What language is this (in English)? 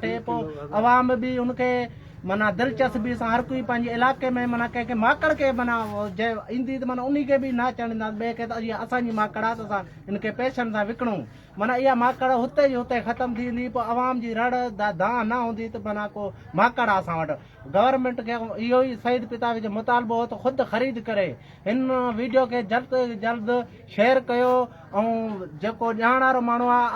Sindhi